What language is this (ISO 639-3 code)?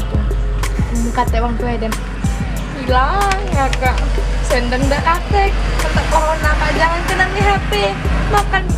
mui